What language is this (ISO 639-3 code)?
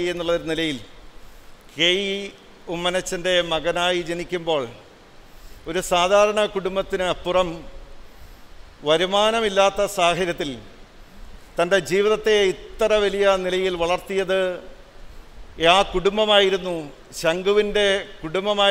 mal